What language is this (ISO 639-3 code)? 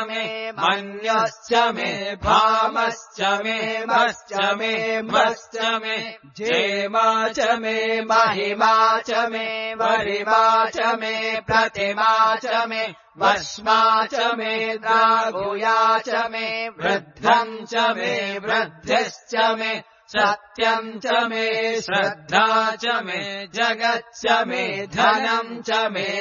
san